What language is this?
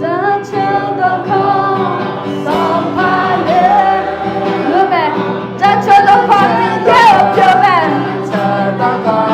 Akha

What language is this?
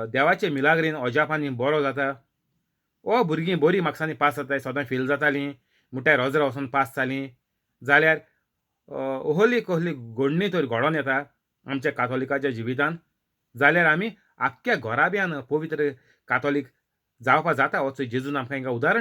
Konkani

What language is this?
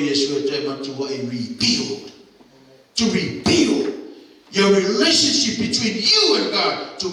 Samoan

